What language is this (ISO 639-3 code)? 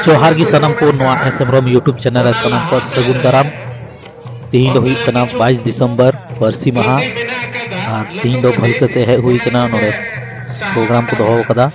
sat